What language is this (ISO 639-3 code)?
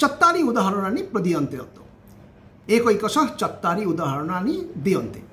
san